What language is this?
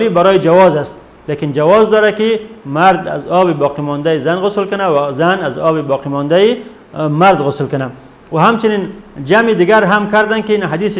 Persian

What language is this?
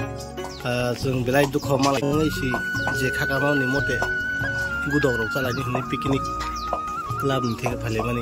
Kok Borok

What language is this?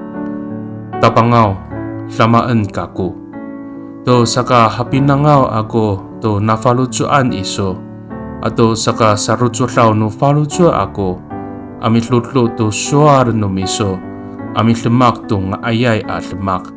Amis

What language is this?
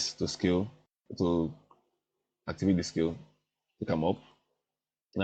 Nigerian Pidgin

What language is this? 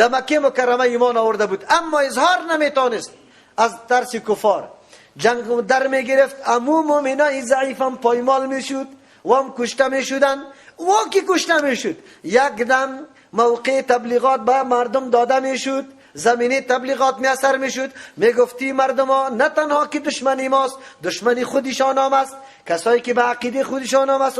Persian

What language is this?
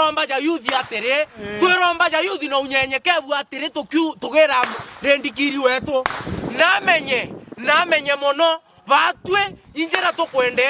Meru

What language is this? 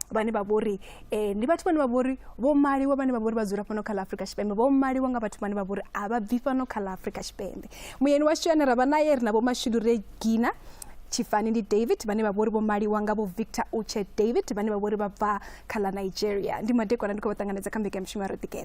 Venda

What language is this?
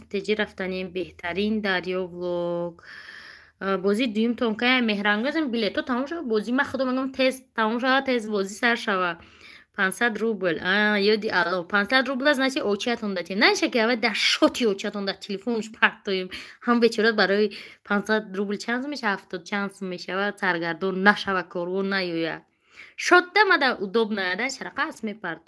Tajik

